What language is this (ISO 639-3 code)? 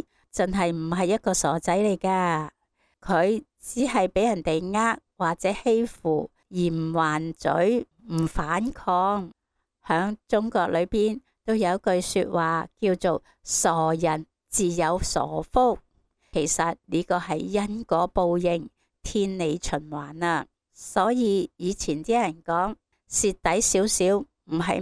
yue